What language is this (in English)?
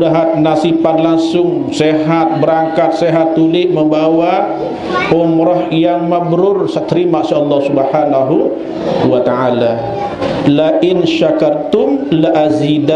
Sasak